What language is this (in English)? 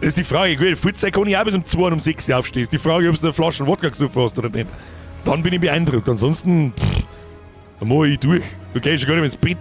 Bavarian